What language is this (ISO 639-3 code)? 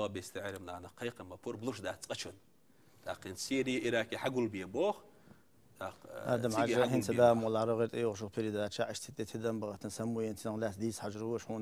che